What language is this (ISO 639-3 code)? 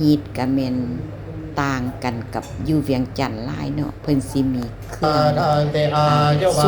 lao